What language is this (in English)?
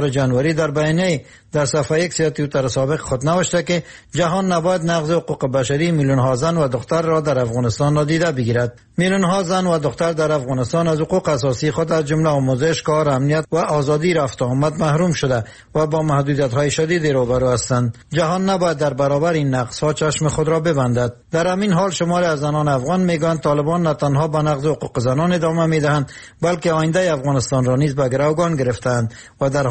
Persian